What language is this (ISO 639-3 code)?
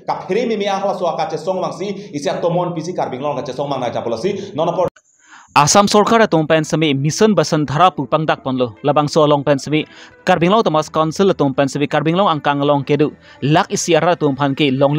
mjw